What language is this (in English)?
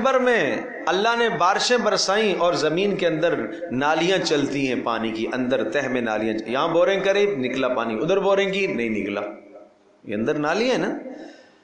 Urdu